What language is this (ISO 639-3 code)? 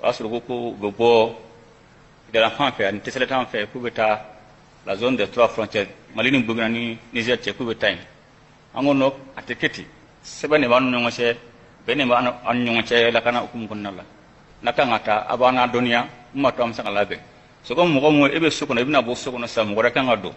bam